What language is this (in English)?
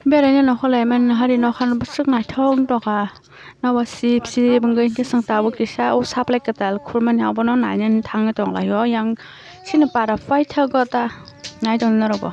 Kok Borok